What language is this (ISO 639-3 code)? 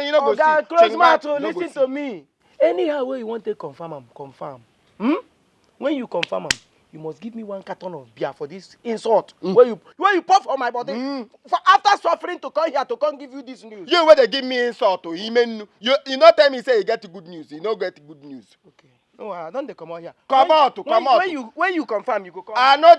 pcm